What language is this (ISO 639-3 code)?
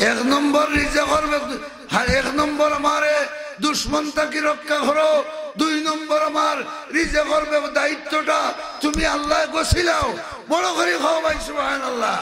syl